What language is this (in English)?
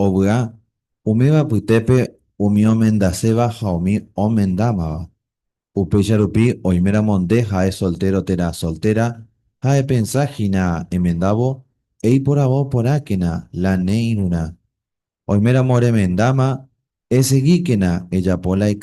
Guarani